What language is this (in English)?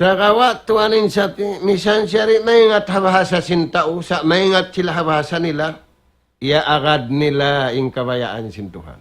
Tausug